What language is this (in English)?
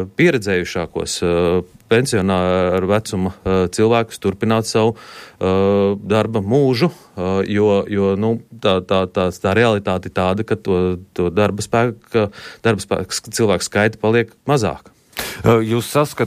Latvian